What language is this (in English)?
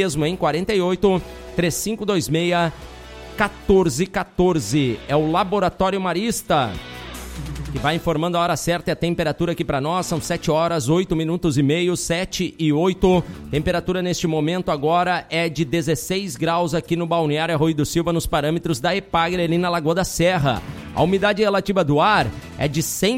Portuguese